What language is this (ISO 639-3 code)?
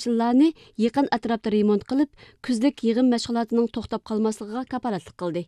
uig